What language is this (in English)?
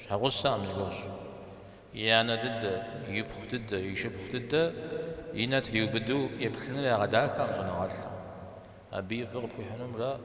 Kabardian